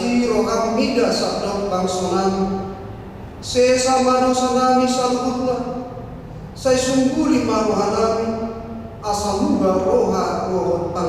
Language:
Batak Toba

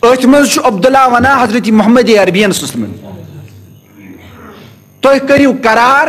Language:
Kashmiri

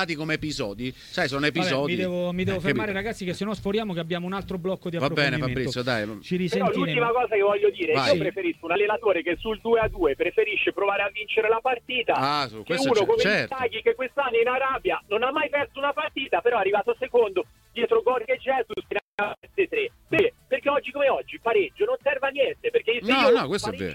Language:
Italian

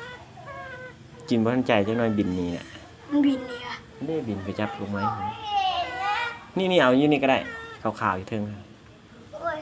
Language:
Lao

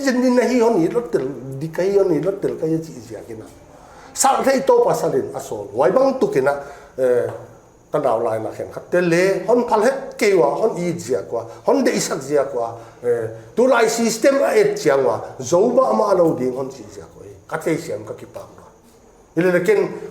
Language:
Paite Chin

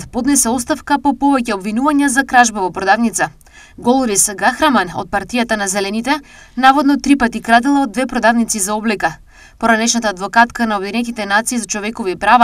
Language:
Macedonian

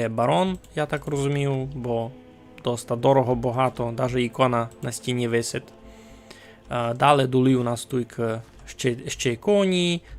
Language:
Rusyn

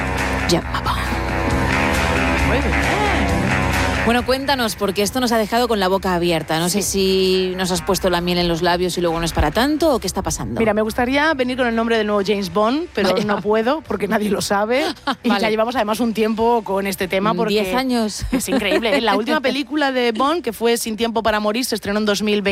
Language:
Spanish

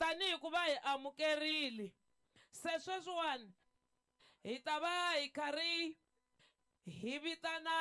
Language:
Tsonga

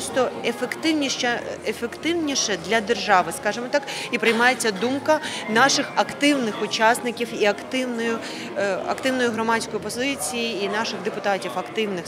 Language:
Ukrainian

